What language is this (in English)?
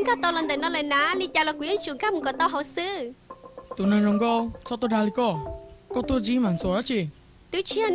Hmong